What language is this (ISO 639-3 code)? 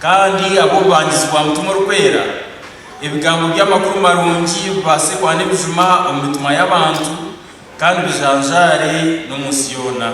nyn